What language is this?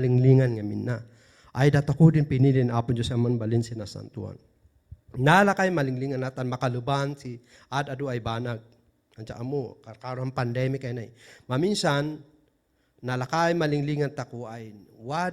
Kankanaey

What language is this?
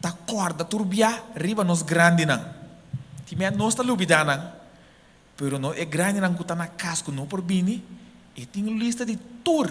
Papiamento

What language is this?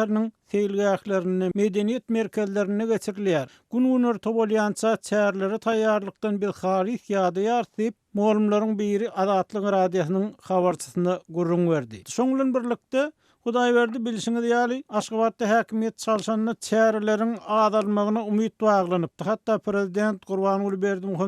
Turkmen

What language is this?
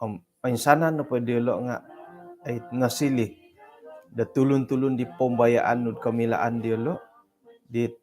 Central Dusun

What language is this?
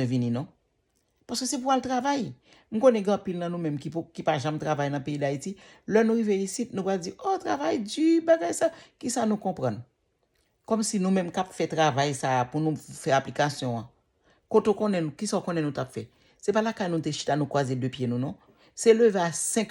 Haitian Creole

